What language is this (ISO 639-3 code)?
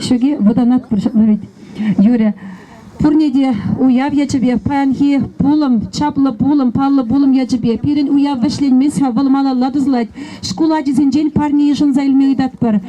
chv